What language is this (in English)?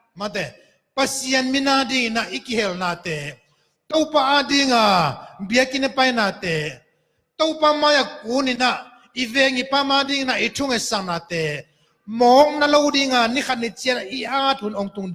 Tedim Chin